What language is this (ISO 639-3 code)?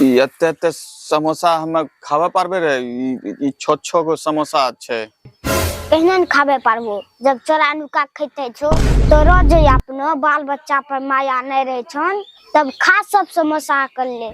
anp